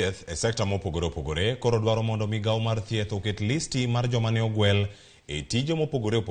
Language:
Luo (Kenya and Tanzania)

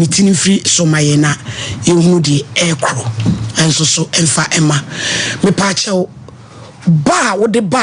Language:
Akan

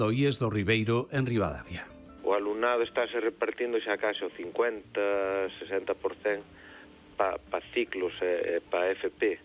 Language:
Galician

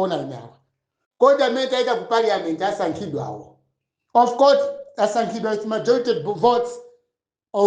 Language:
Nyanja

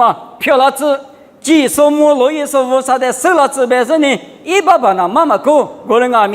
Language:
Lisu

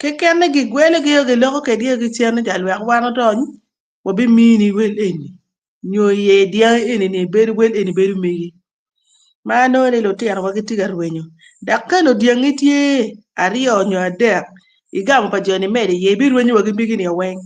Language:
Acoli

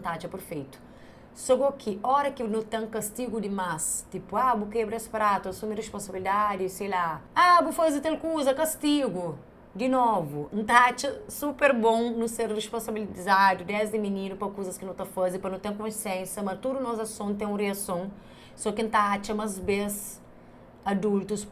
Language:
Kabuverdianu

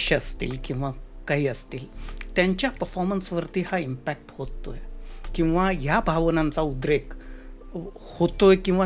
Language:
Marathi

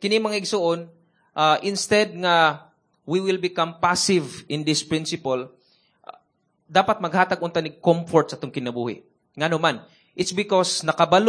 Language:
Cebuano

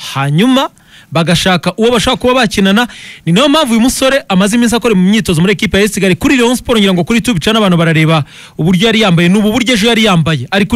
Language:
Kinyarwanda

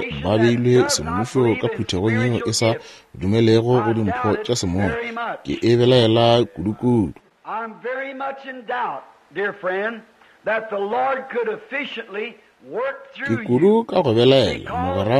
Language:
Northern Sotho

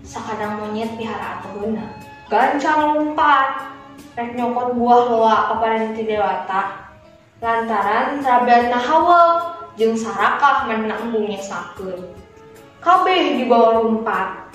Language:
Sundanese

